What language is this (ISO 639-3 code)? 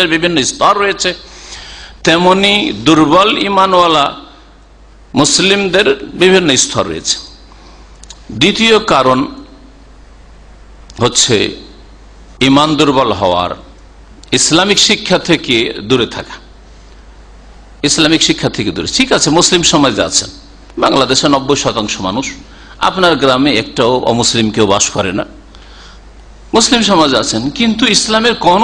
ben